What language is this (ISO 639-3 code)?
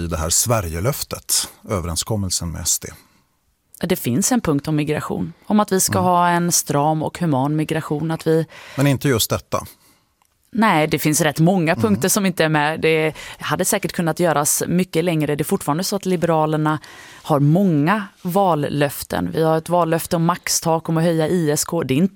swe